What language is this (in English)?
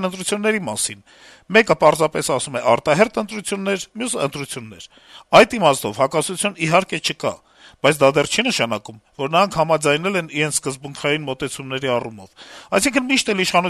Armenian